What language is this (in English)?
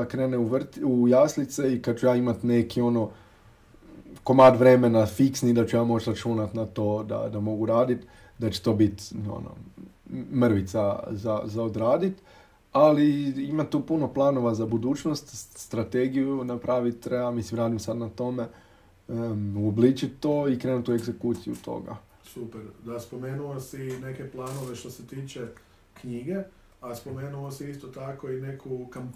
Croatian